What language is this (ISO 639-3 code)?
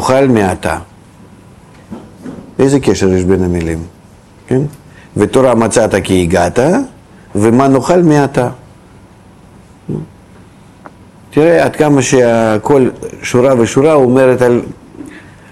heb